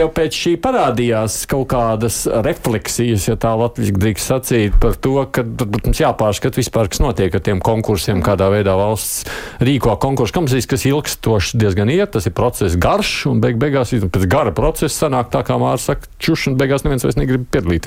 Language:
Latvian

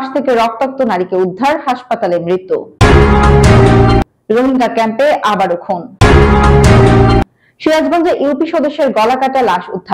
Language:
Bangla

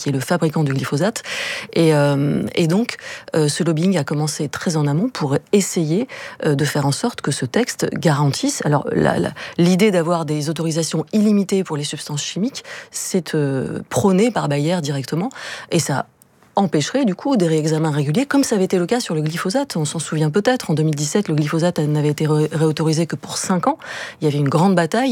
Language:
French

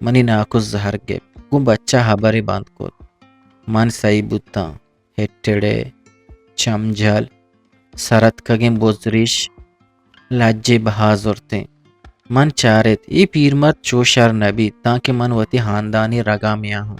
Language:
Eastern Balochi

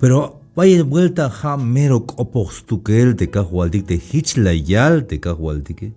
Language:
Tzeltal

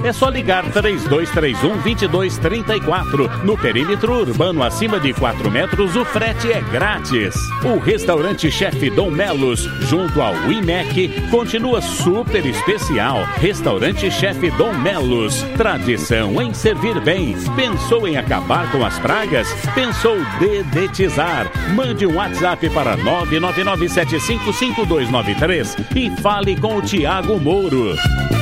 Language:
Portuguese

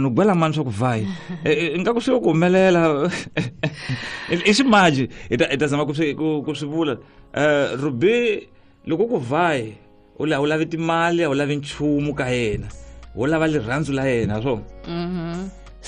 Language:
Tsonga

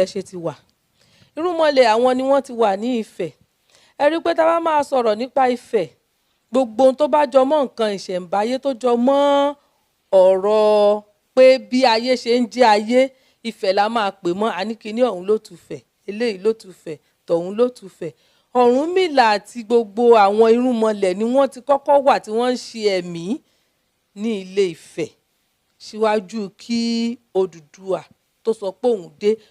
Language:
Yoruba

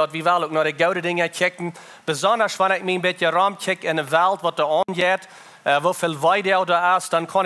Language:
Plautdietsch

